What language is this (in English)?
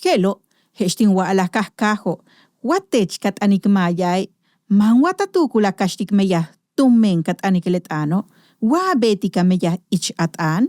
Yucateco